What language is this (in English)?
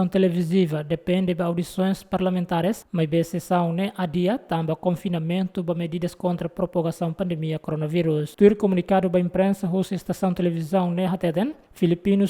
Tetum